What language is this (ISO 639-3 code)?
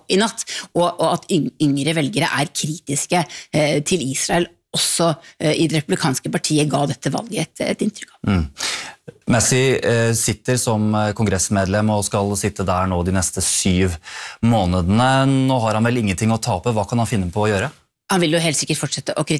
nor